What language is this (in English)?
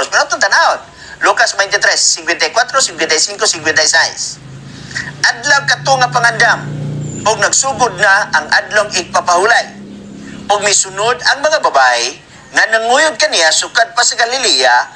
Cebuano